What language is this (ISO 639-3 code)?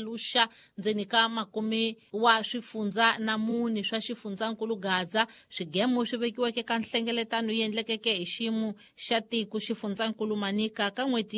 tso